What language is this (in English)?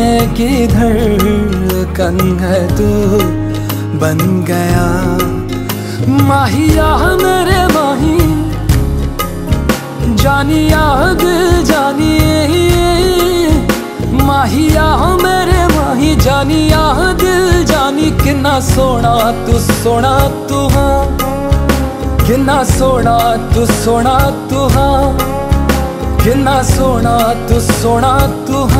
Hindi